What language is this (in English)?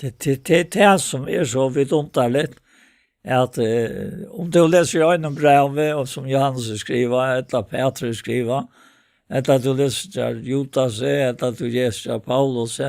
Faroese